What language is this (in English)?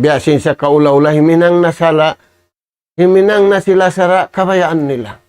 Tausug